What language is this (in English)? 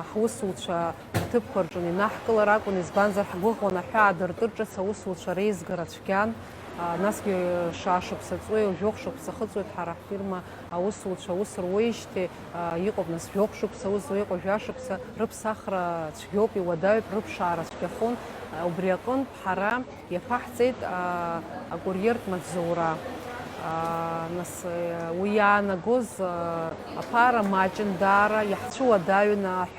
Abkhazian